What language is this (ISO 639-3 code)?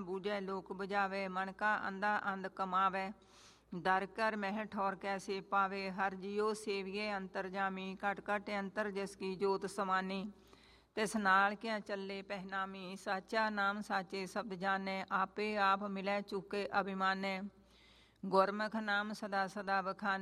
pan